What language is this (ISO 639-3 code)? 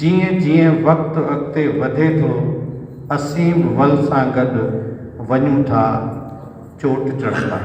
snd